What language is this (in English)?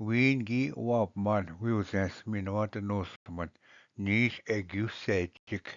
Ojibwa